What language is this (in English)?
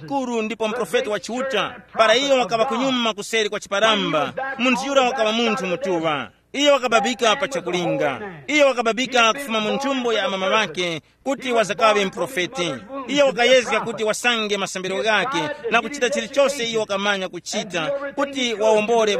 Tumbuka